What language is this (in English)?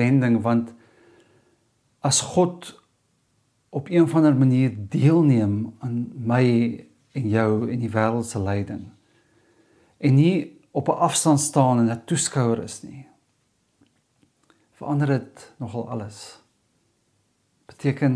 Afrikaans